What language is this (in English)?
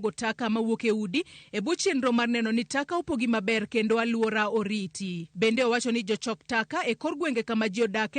Luo (Kenya and Tanzania)